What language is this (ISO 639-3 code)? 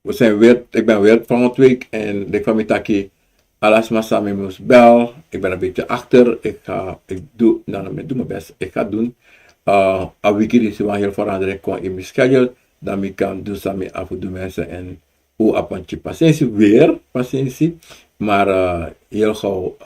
srn